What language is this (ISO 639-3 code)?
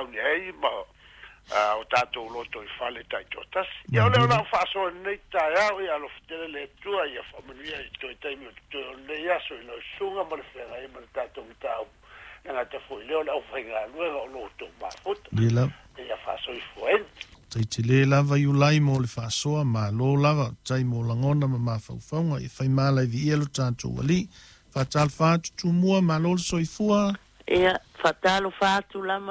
smo